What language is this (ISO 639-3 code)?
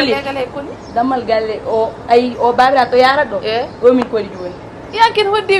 ful